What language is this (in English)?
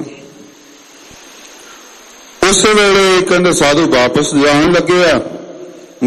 Punjabi